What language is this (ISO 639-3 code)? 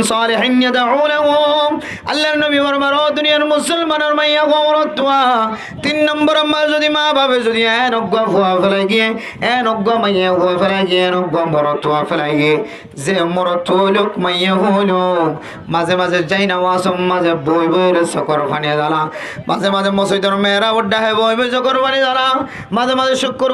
rhg